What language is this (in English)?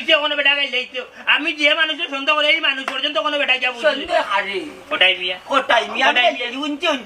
Sylheti